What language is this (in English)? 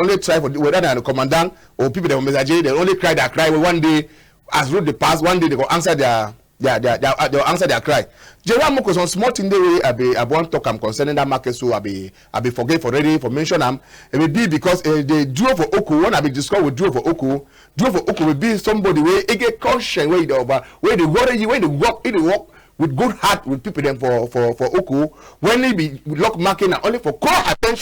Cameroon Pidgin